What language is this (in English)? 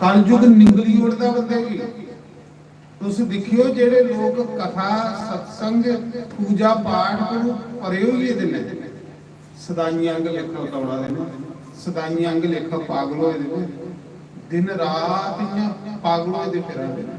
Dogri